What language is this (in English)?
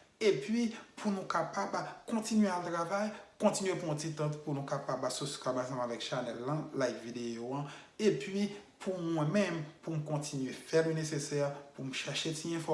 Haitian Creole